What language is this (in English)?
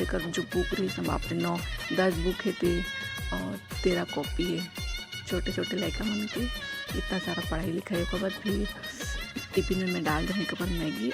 Chhattisgarhi